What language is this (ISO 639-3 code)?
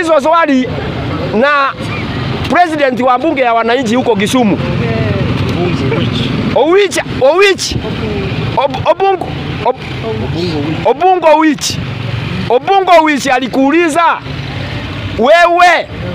swa